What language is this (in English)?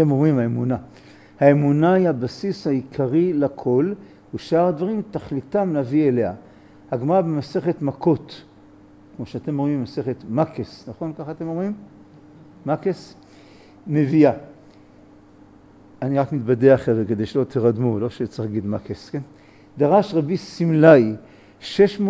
Hebrew